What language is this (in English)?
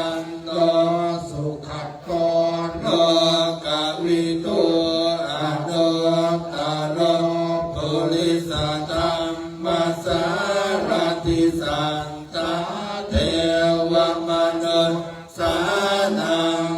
Pali